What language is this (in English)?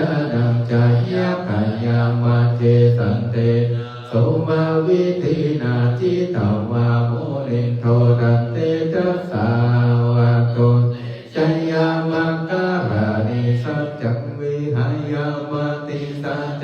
Pali